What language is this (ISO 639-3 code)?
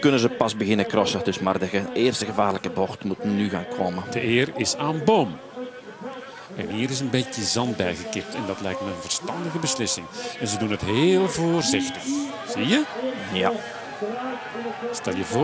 nld